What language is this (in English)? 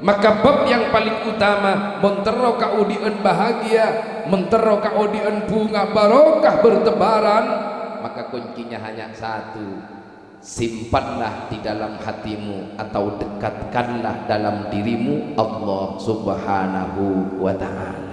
Madurese